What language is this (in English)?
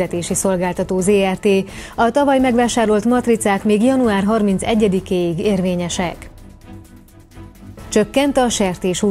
Hungarian